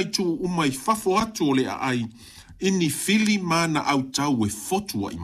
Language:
Samoan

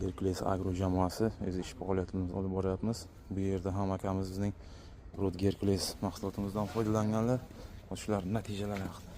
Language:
Uzbek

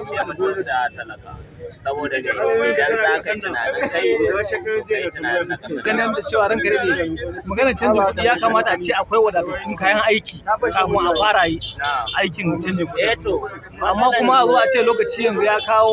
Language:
Hausa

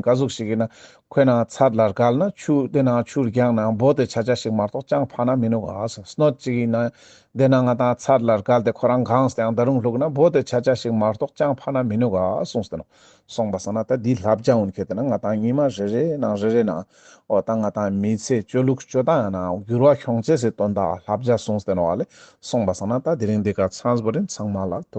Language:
Ladakhi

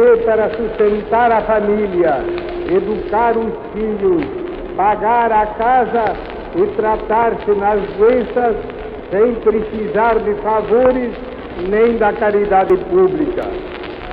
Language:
Portuguese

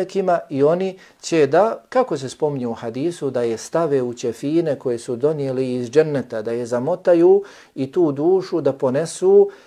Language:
Bosnian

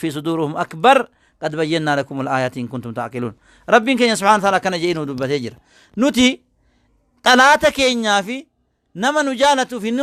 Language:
Oromo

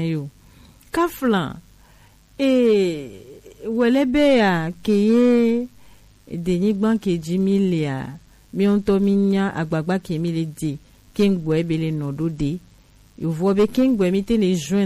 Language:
Gen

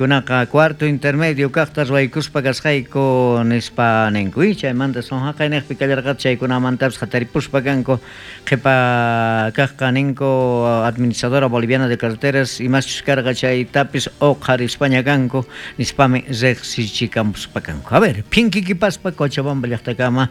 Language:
South Bolivian Quechua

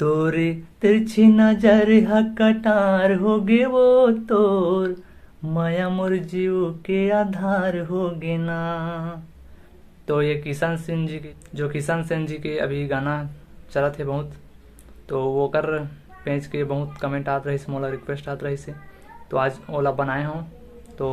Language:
Chhattisgarhi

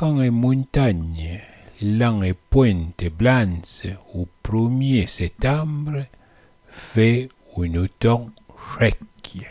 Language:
Arpitan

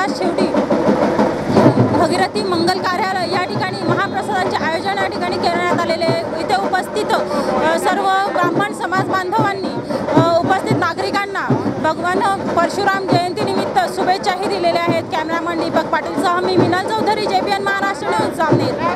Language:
Marathi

